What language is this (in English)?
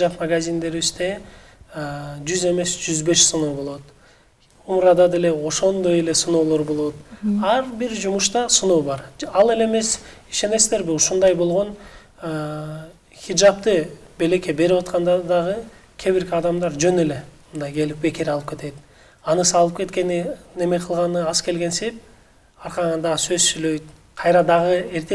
Kyrgyz